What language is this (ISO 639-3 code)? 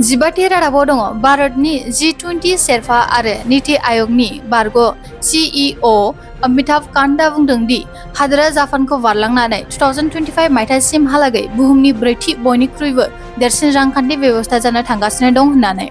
brx